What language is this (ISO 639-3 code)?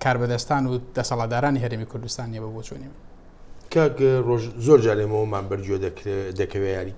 ckb